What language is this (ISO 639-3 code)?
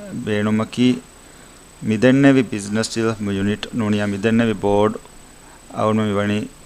div